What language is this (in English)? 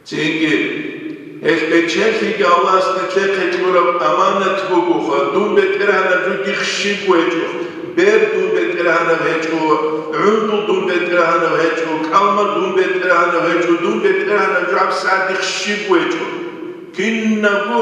Avaric